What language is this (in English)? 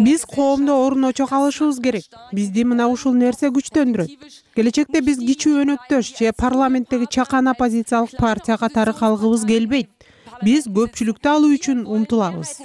Kyrgyz